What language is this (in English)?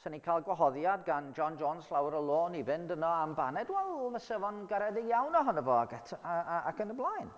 Welsh